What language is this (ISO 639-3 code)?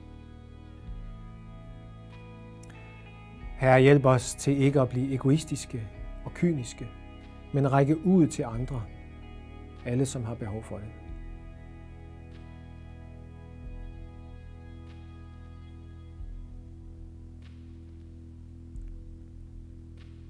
dan